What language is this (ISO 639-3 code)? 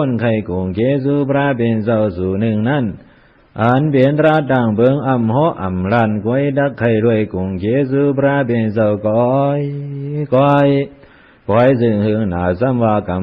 shn